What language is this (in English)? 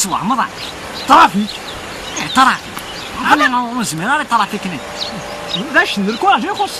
Kabyle